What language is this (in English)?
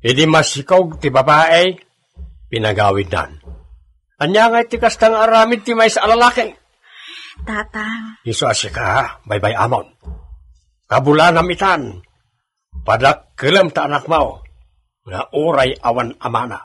Iloko